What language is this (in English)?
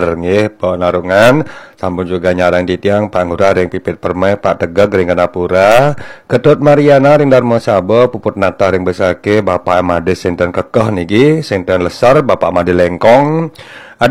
Balinese